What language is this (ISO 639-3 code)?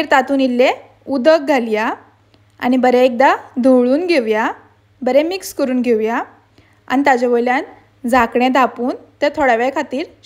kok